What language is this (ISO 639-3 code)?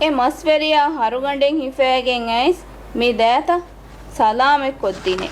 div